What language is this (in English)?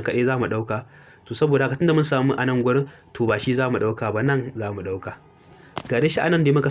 Hausa